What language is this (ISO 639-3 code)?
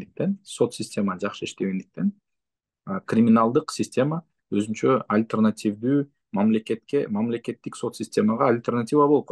kir